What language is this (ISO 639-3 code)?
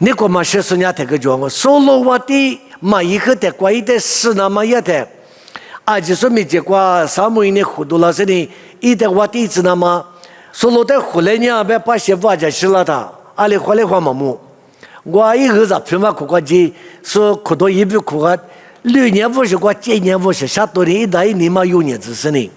lis